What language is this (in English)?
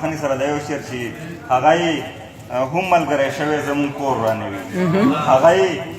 Pashto